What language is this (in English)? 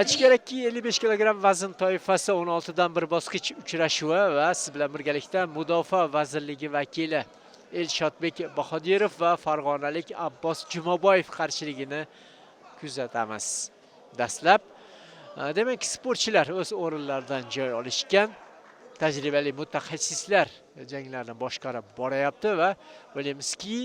Uzbek